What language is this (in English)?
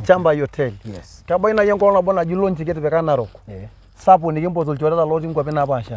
Masai